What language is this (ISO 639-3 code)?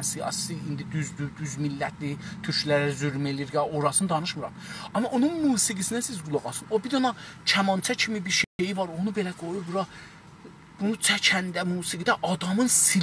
azb